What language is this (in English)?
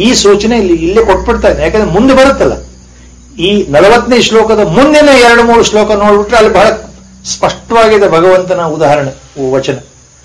Kannada